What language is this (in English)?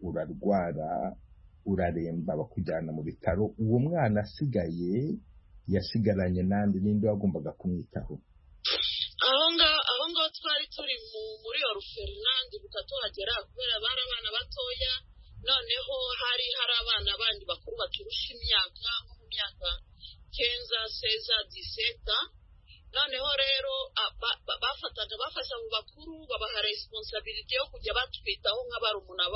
Kinyarwanda